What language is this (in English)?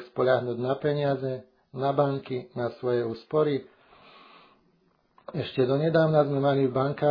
Slovak